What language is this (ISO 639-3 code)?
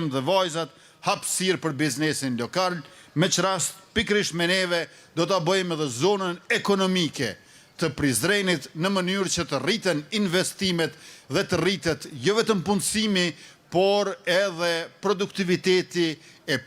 sqi